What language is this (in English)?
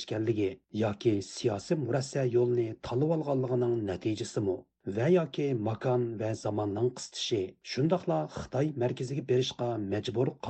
Uyghur